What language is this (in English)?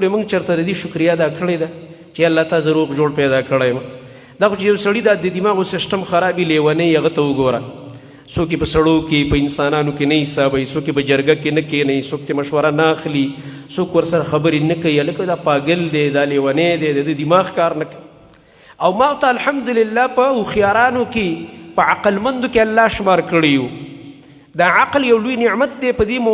Pashto